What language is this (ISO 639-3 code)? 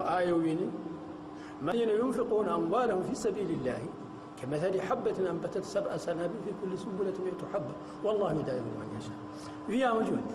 ful